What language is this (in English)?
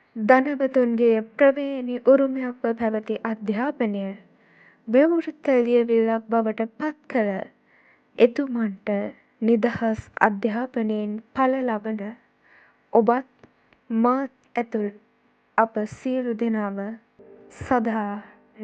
Sinhala